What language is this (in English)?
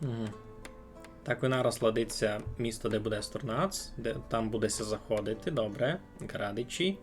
Rusyn